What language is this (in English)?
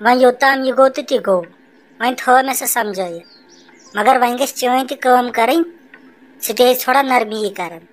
Kashmiri